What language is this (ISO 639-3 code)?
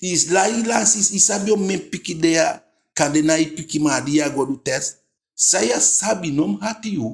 djk